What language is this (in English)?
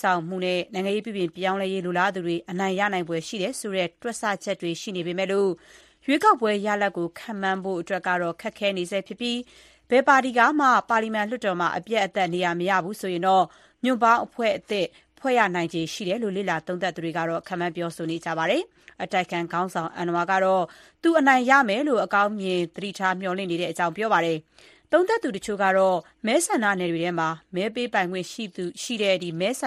Burmese